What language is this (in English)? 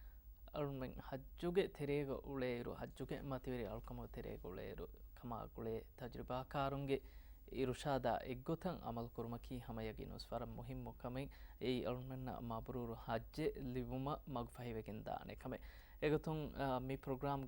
Divehi